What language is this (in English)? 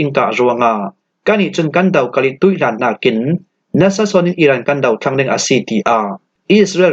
Falam Chin